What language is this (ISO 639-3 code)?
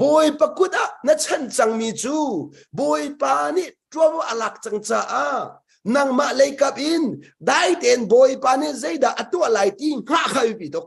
cnh